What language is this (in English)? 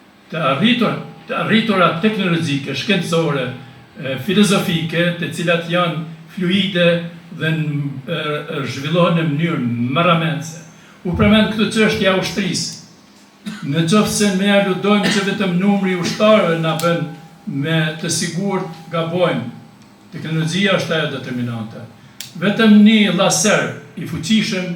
Albanian